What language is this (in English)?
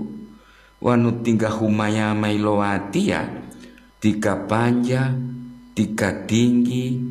Gorontalo